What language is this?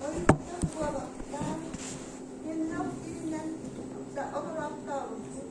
Yakut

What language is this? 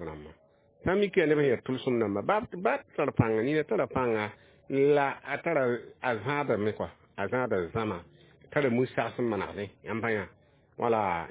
Mossi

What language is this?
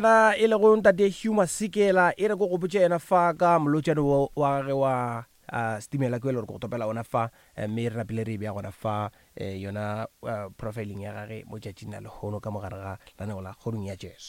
Northern Sotho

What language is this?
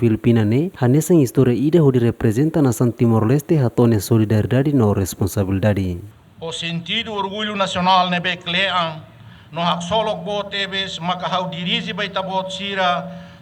Tetum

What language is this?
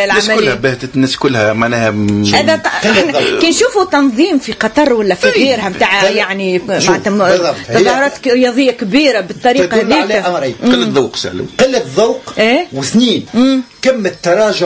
Tunisian Arabic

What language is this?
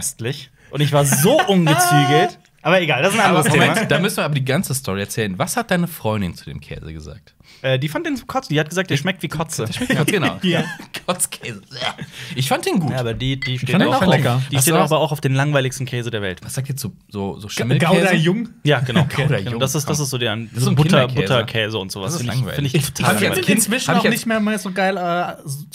German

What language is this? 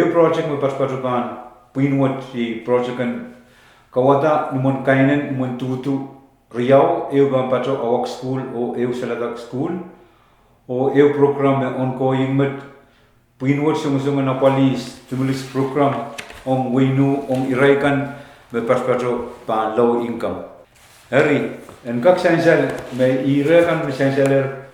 Pohnpeian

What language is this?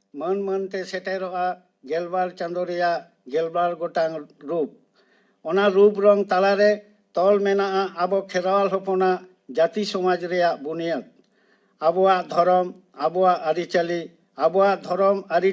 Santali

